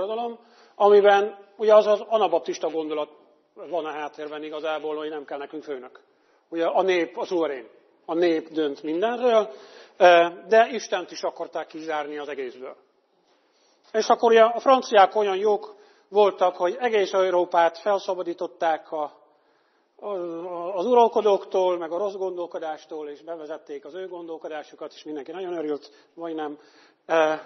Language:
Hungarian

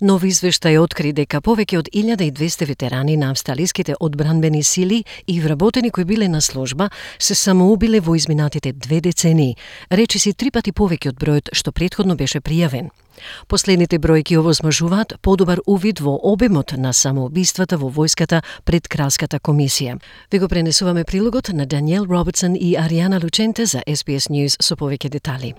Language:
Macedonian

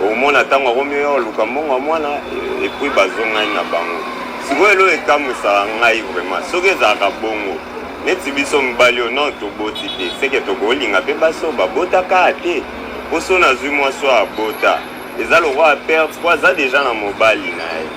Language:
Lingala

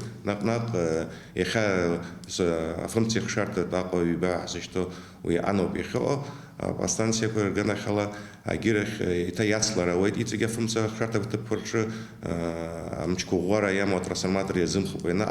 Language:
Abkhazian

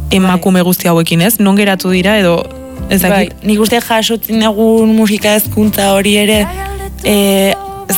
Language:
Basque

